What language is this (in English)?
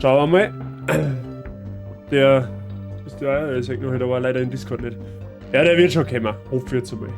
Bavarian